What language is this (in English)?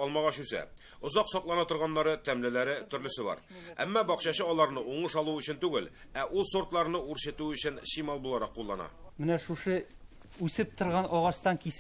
Tatar